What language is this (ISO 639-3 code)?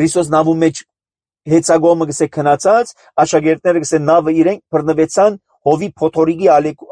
hye